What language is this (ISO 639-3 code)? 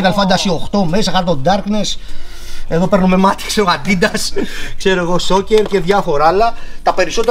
ell